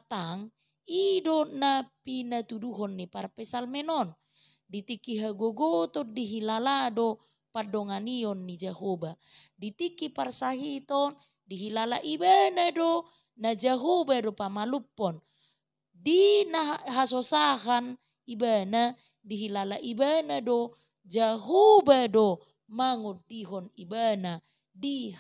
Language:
Batak Toba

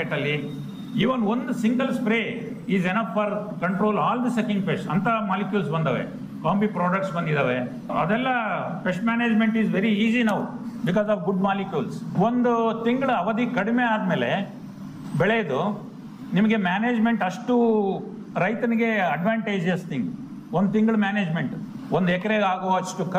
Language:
Kannada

